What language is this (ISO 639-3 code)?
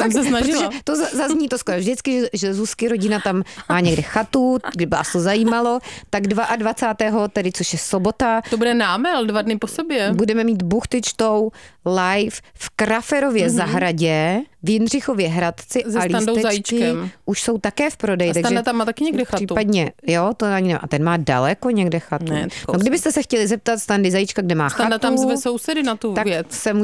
ces